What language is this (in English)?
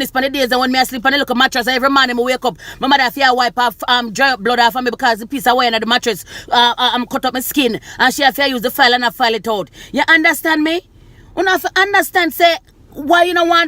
Jamaican Creole English